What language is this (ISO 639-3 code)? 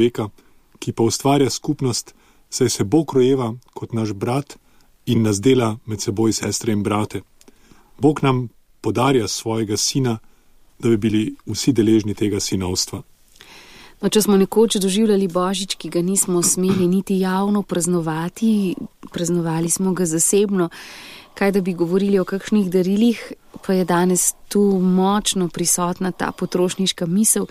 slv